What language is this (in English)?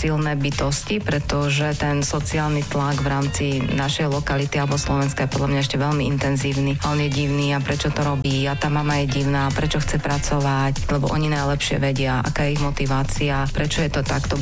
Slovak